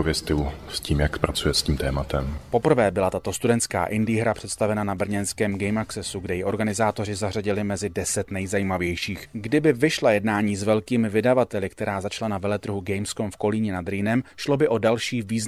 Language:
Czech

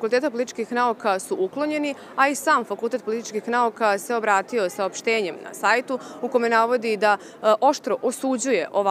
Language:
Serbian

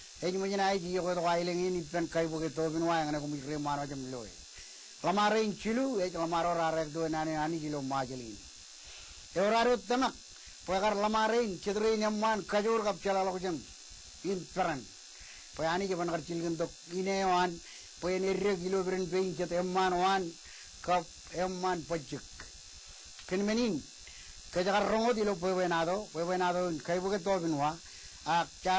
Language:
Marshallese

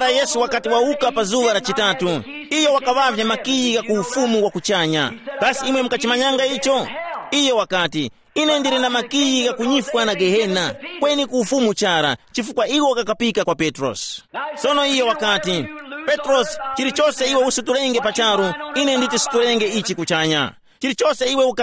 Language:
Tumbuka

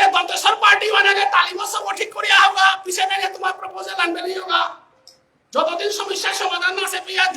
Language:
Bishnupriya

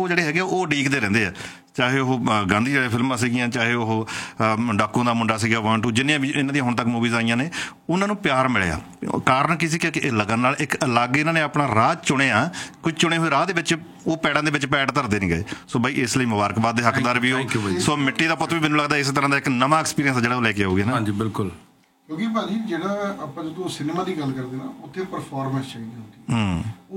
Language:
Punjabi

